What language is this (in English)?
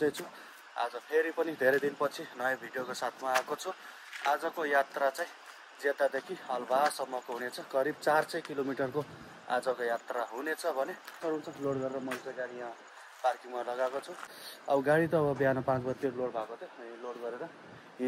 Nepali